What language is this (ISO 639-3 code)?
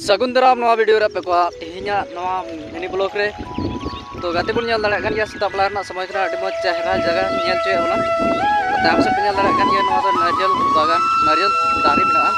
sat